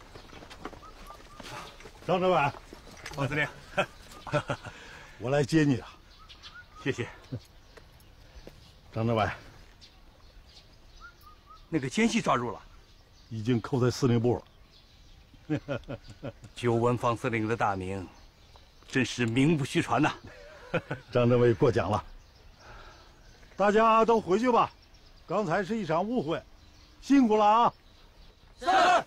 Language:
Chinese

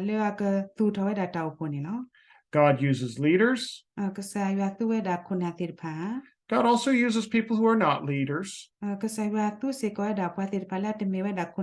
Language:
S'gaw Karen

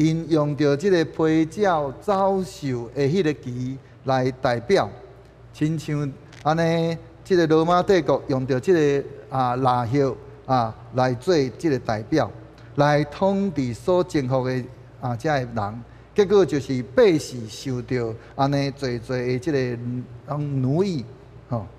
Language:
Min Nan Chinese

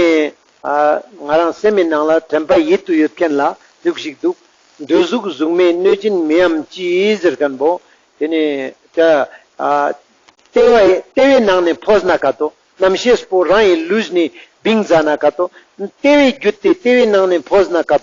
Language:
Ladakhi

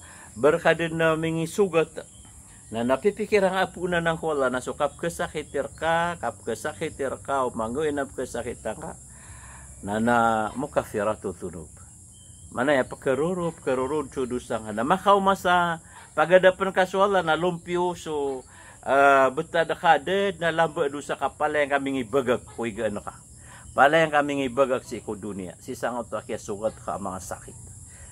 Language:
Maranao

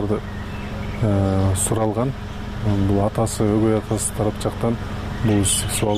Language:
Kyrgyz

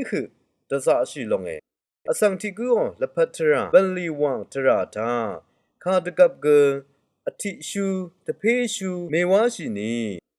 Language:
Rawang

